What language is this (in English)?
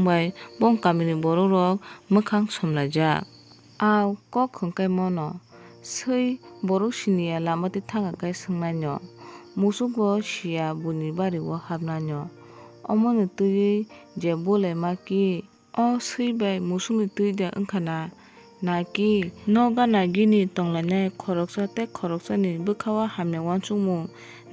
Kok Borok